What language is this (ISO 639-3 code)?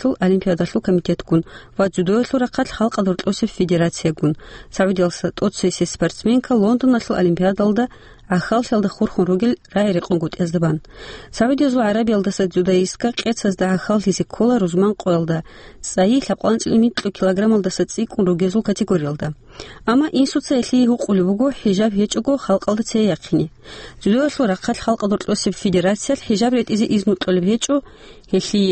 ava